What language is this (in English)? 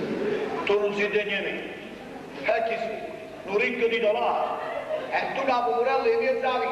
Neapolitan